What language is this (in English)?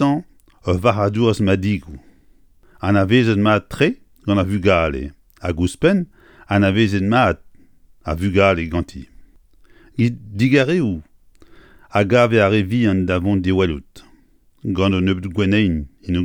Breton